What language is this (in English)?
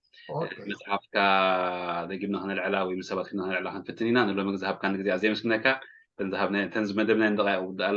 Tigrinya